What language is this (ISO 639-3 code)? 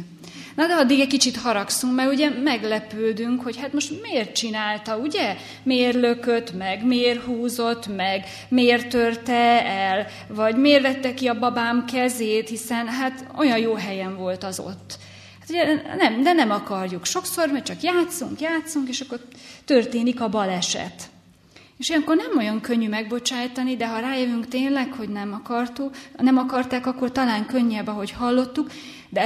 hun